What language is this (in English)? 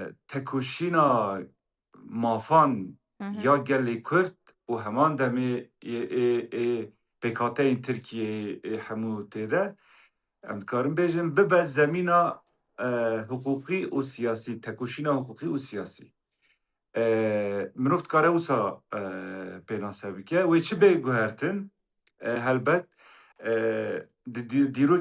Kurdish